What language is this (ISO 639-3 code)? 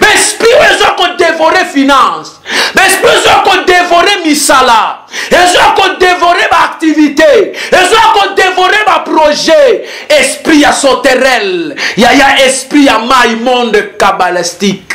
lin